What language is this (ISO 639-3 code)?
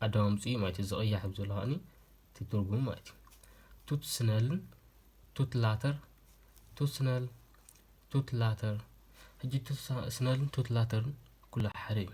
tir